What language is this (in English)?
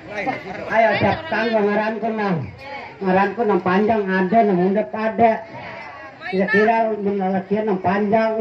Banjar